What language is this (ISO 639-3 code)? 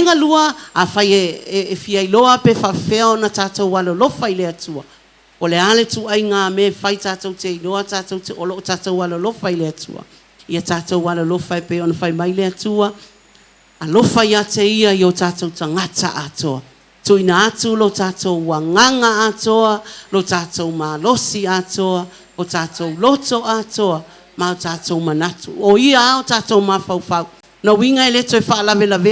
smo